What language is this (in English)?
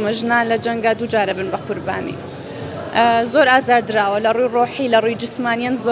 Central Kurdish